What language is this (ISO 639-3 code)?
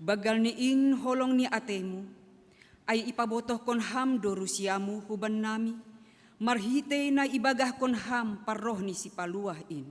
bts